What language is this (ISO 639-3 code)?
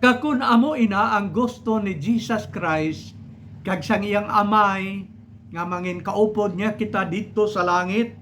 hil